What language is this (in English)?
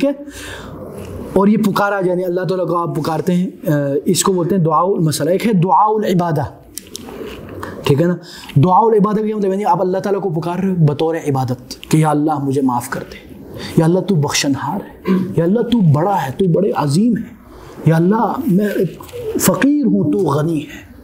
Urdu